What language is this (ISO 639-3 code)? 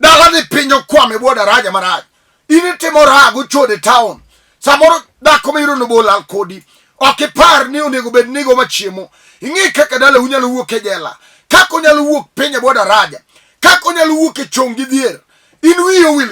luo